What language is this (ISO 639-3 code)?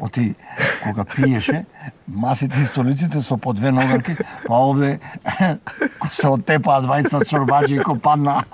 mkd